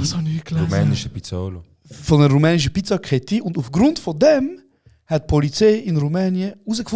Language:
Swiss German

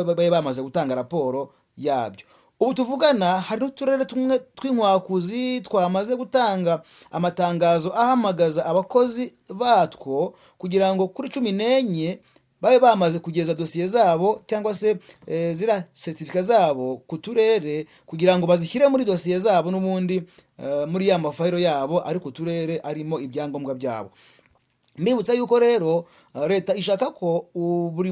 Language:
Kinyarwanda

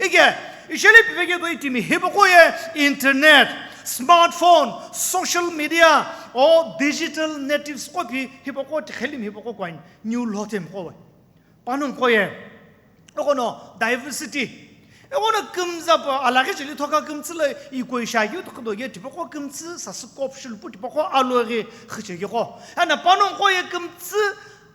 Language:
Sumi Naga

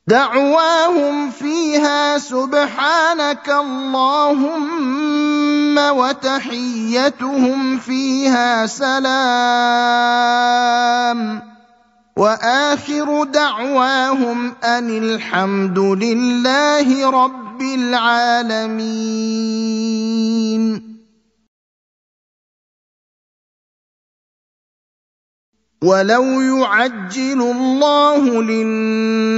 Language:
Arabic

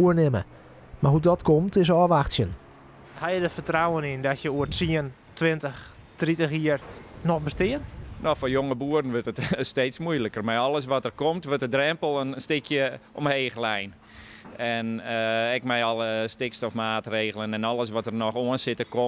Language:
Western Frisian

